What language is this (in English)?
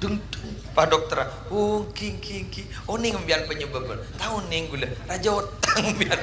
Madurese